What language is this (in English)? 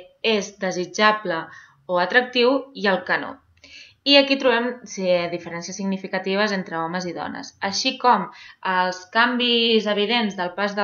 Catalan